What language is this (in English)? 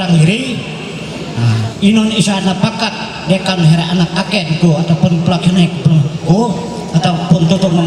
Ma'anyan